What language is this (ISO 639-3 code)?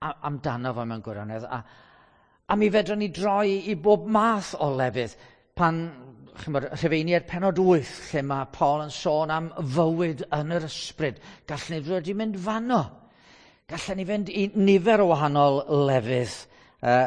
cym